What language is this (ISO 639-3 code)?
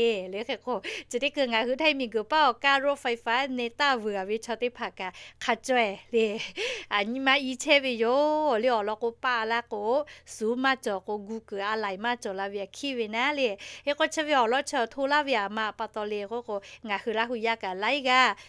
lhu